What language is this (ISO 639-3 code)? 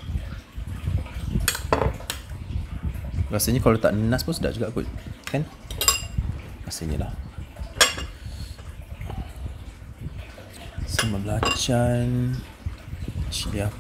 msa